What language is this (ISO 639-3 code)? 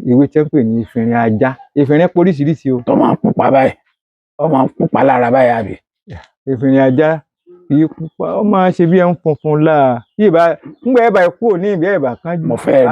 yor